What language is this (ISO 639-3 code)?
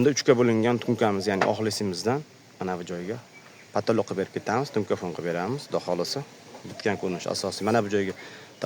uzb